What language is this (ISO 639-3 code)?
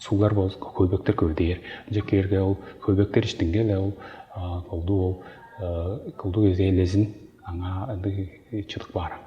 tyv